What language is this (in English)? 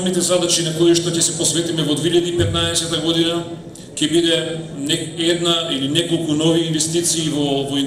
Macedonian